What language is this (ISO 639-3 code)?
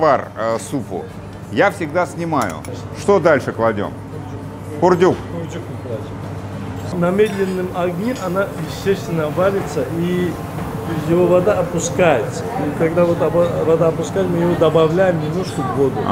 rus